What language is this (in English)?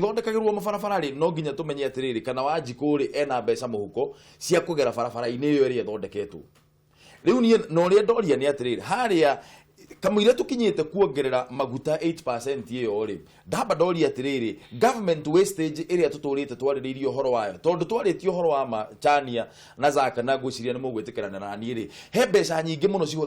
Kikuyu